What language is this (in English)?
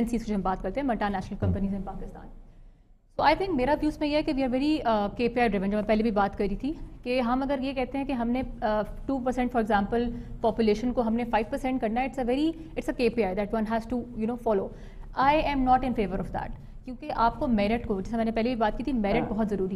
Urdu